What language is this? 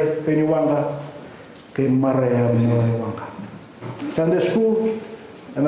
Fijian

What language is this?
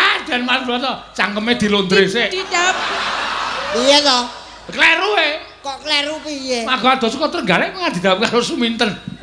Javanese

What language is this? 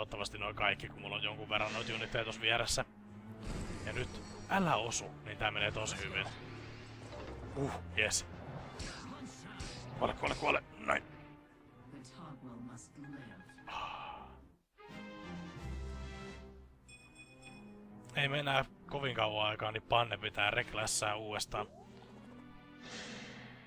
Finnish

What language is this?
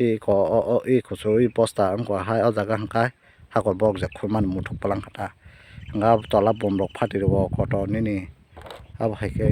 Kok Borok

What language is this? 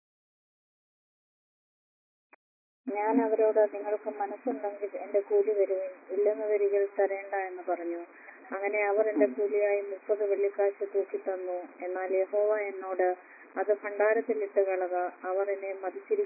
Malayalam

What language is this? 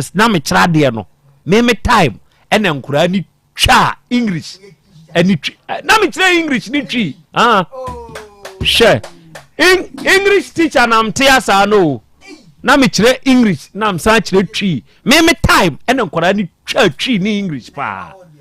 Akan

